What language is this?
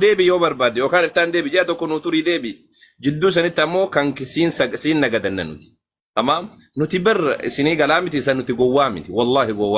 Oromo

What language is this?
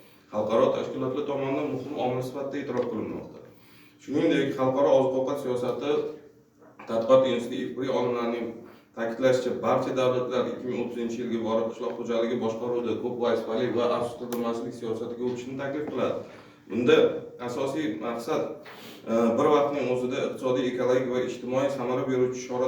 Uzbek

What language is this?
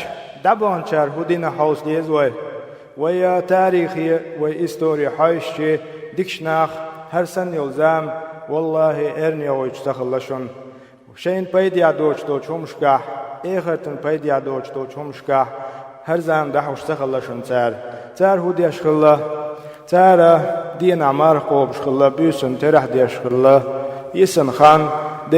Chechen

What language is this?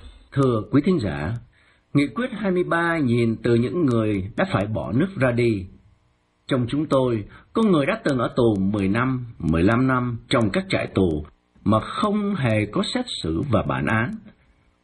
Vietnamese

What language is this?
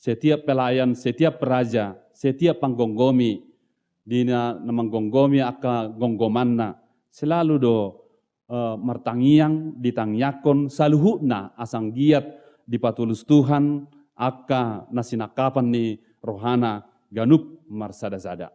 Batak Toba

